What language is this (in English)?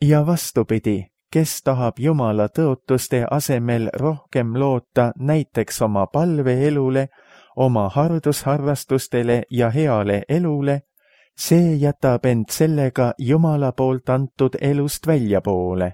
Estonian